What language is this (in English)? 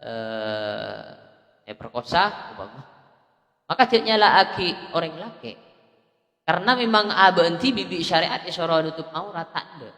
Madurese